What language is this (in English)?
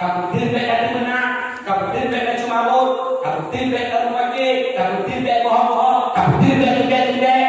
Achinese